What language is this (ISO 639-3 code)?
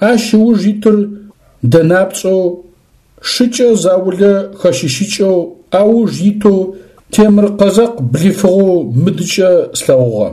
ady